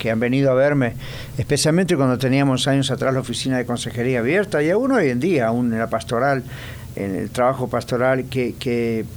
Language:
Spanish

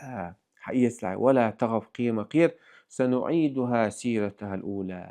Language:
Chechen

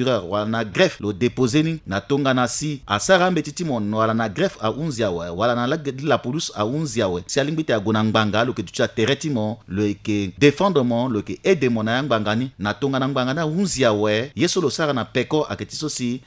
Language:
Sango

